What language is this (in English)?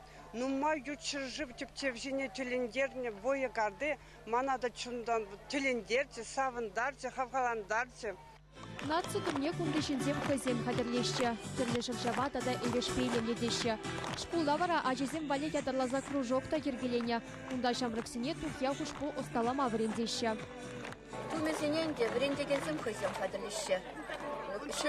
Chuvash